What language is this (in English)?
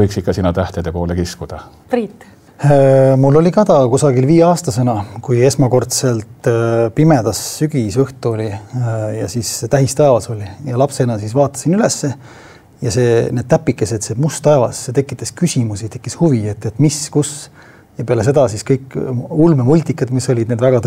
Estonian